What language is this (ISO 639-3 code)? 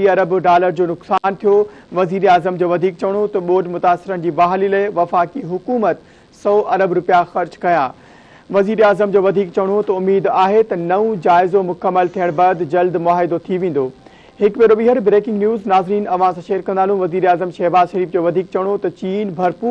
snd